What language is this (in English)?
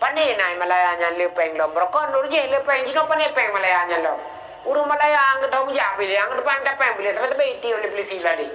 Achinese